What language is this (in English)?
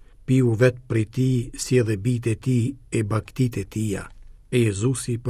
Albanian